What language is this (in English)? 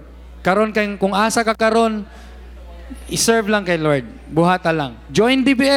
Cebuano